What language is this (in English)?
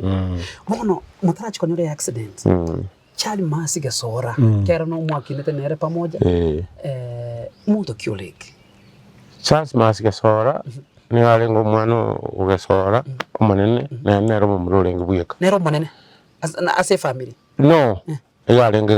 Gusii